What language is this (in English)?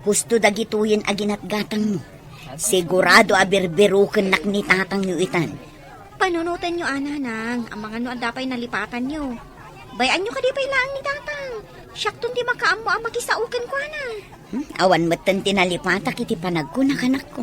Iloko